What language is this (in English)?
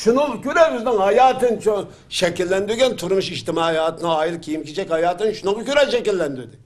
Uyghur